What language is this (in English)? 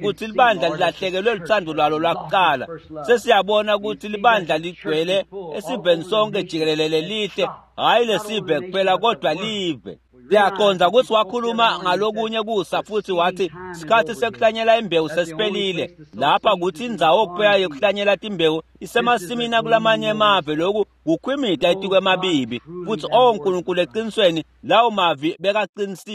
Swati